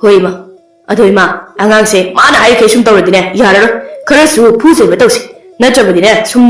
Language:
Manipuri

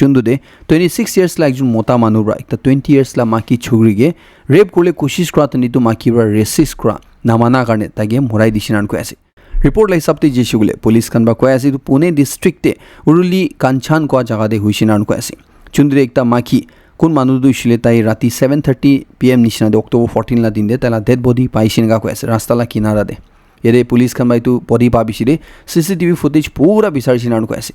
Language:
Naga Pidgin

